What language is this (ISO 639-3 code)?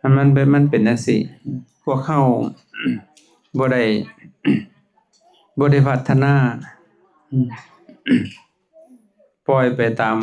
lao